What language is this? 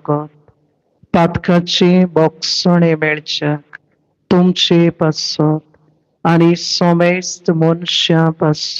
Konkani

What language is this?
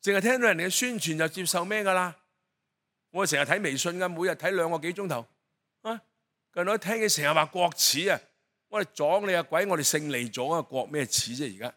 Cantonese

